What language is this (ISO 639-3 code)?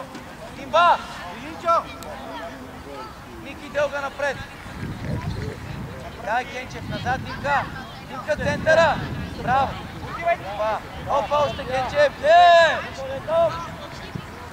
bul